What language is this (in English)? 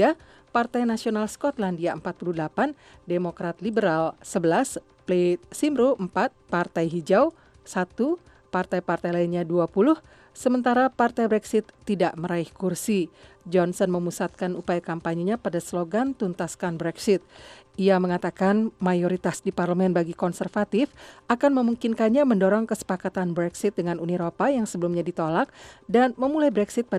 Indonesian